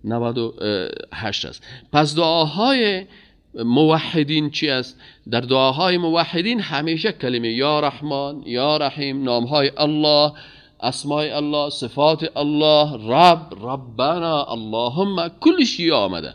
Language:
Persian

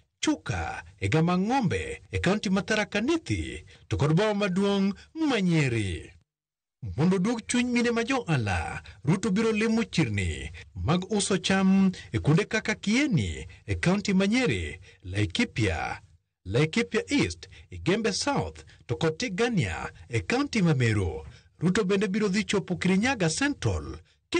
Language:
Luo (Kenya and Tanzania)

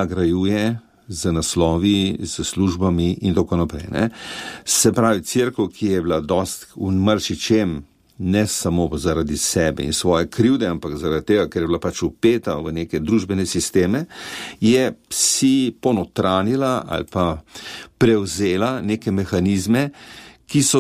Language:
Slovenian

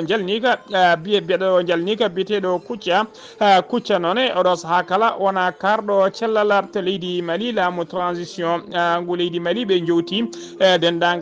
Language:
Fula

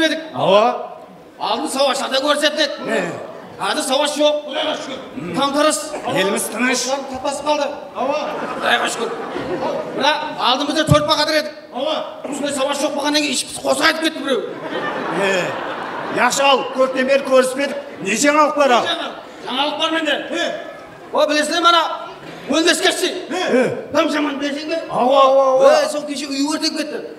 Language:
Kara-Kalpak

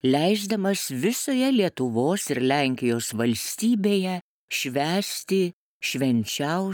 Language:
Lithuanian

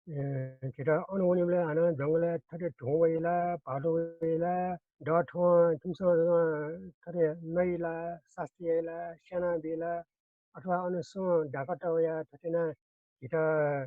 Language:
Newari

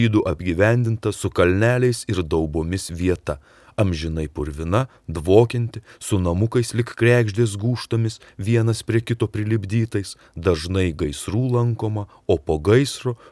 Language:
Lithuanian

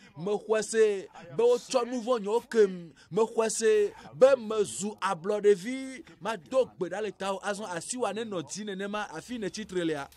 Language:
Ewe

